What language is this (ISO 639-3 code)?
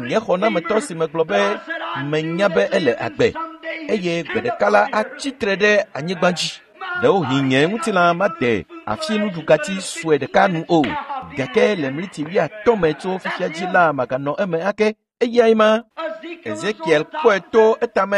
ewe